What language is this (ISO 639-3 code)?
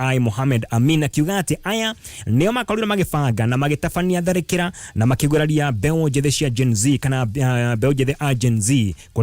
kik